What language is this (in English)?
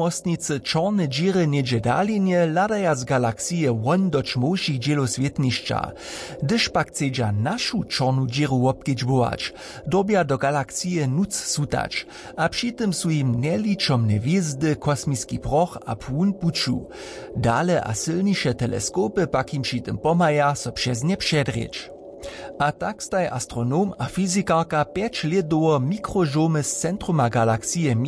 Upper Sorbian